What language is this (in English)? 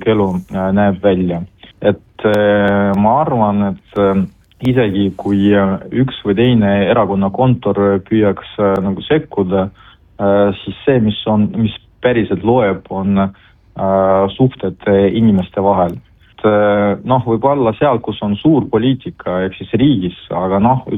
Estonian